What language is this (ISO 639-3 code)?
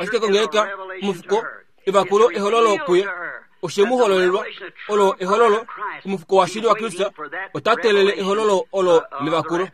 kua